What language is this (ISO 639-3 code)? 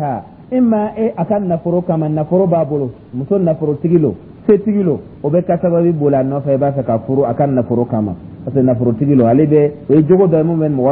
dyu